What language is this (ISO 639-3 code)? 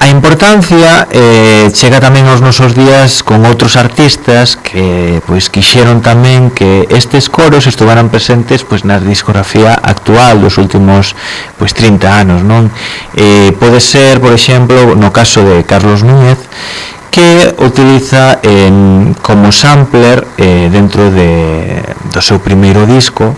glg